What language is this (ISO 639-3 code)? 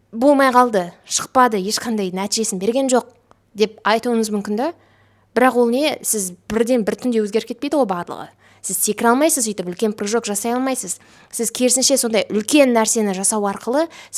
kaz